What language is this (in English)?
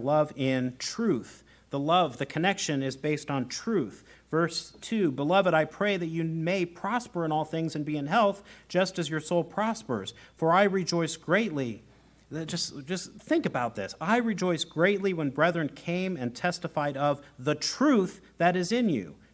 English